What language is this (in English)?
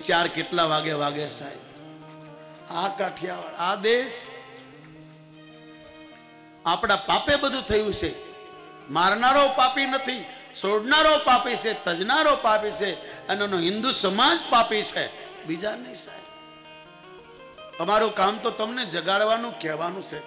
Gujarati